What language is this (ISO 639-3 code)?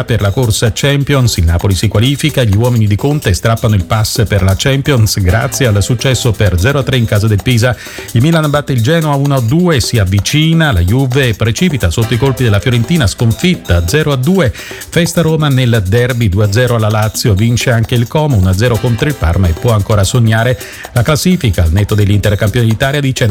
ita